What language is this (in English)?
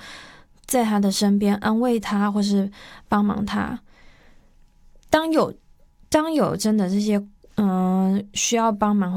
Chinese